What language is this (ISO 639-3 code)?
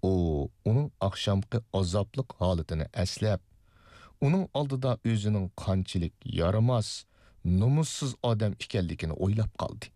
uig